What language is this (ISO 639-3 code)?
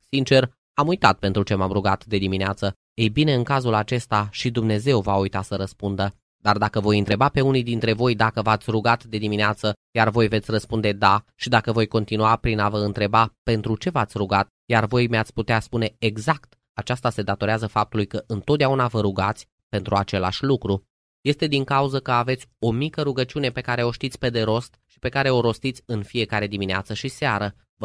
ron